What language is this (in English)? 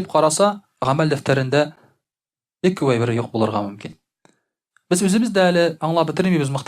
Tatar